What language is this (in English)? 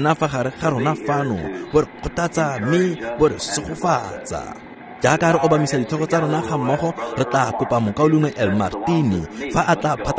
Tswana